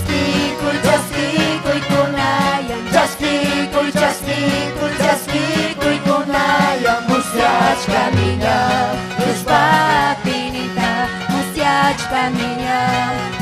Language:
Ayacucho Quechua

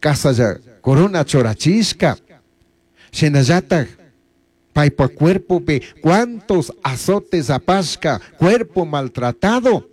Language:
Chimborazo Highland Quichua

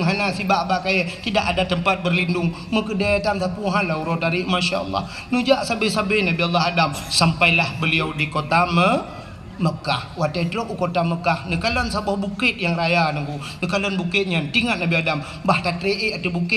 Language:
Achinese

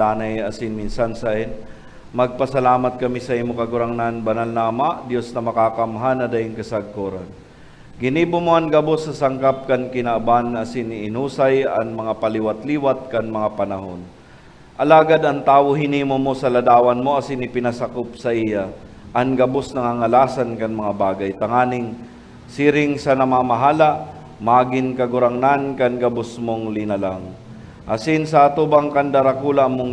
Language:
Bikol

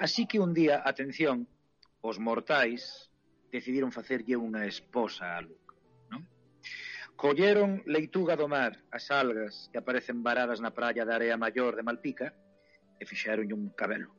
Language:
Galician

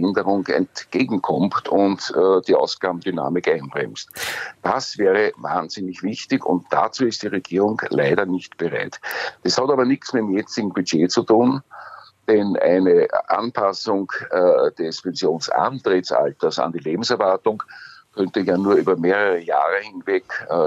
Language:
German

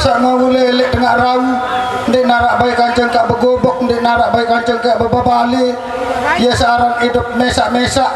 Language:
Sasak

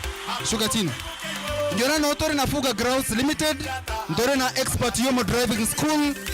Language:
Gusii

